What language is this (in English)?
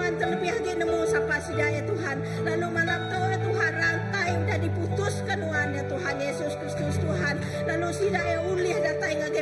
Iban